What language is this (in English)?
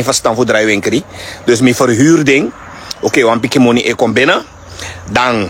Sranan Tongo